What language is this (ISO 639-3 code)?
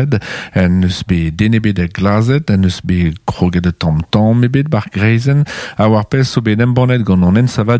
bre